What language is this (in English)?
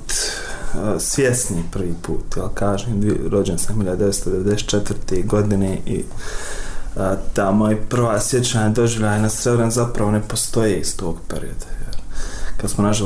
Bosnian